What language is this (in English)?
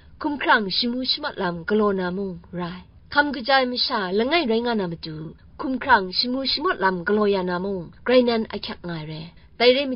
Kachin